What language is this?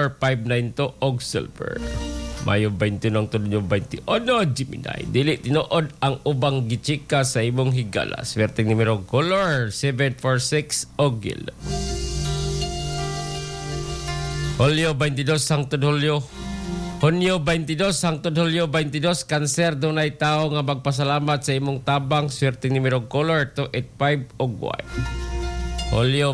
Cebuano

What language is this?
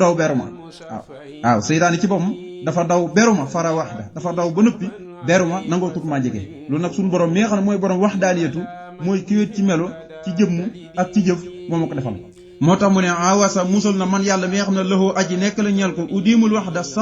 Wolof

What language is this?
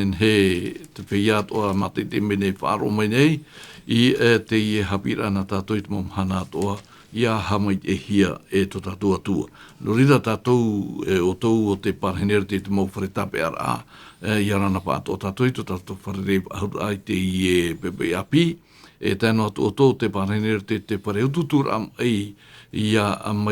Tahitian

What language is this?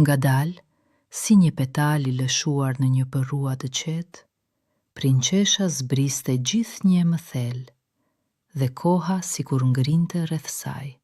Albanian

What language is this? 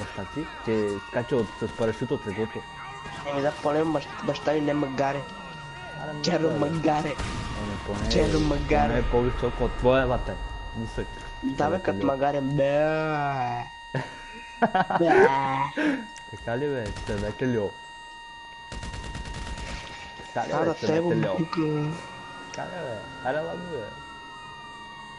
Bulgarian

